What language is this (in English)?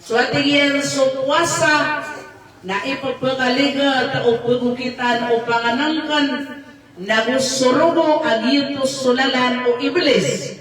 Maranao